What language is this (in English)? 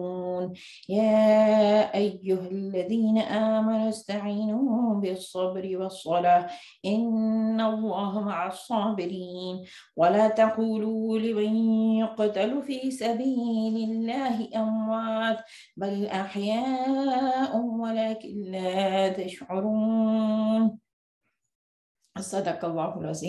Urdu